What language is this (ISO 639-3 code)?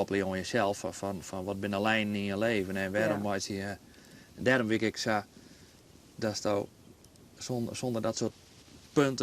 fry